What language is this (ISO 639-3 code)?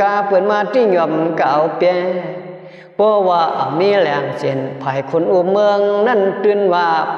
shn